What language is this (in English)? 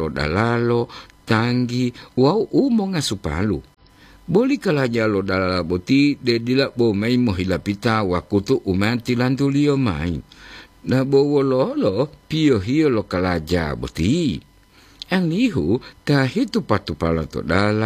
Gorontalo